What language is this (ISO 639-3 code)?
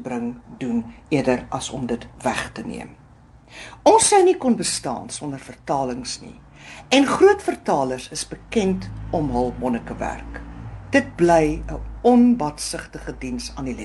afr